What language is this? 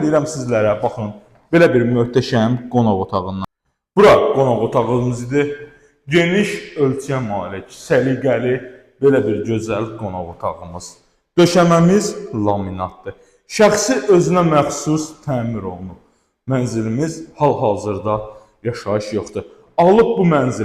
Azerbaijani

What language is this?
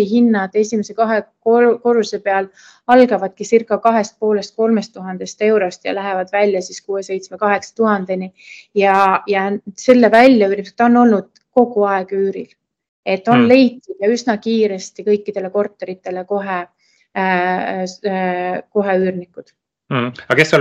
Estonian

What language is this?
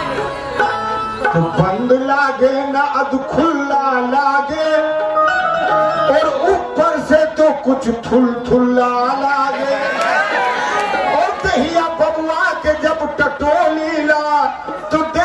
Bhojpuri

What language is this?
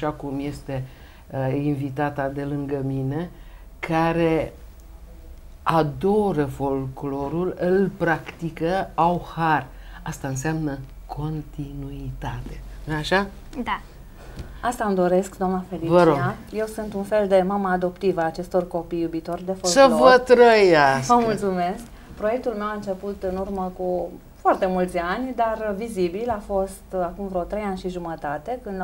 Romanian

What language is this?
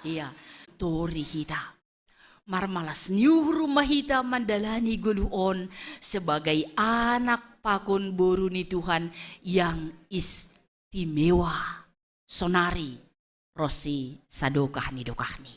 Batak Simalungun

